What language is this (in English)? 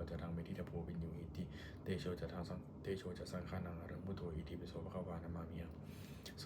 Pali